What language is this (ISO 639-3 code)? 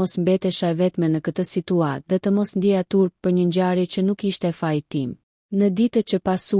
sqi